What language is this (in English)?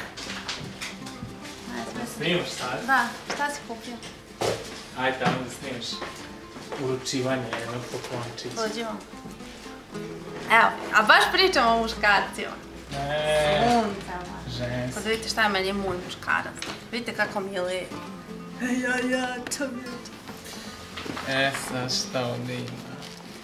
Serbian